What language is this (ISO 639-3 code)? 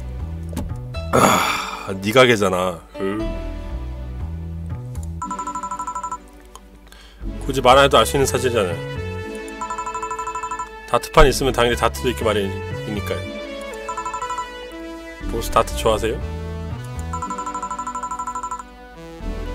kor